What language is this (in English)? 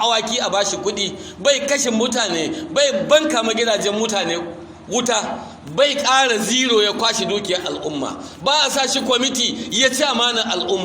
Hausa